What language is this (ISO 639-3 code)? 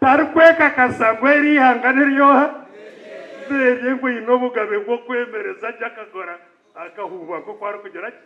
nyn